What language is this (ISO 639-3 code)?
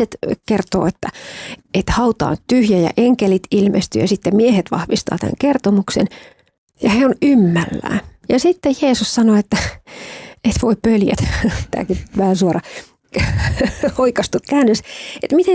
fin